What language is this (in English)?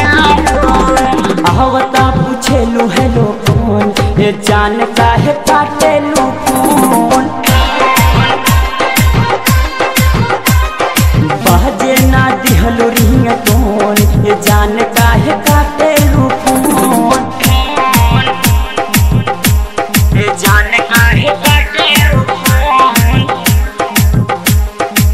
Bhojpuri